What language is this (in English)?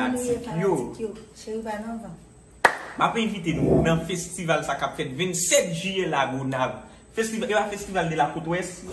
Haitian Creole